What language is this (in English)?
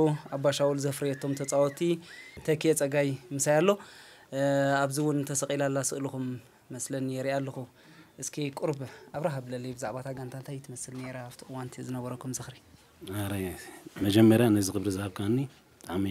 Tigrinya